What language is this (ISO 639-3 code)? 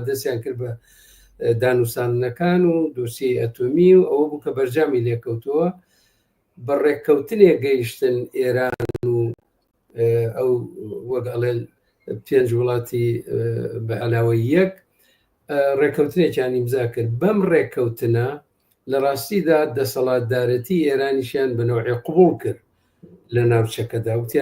ckb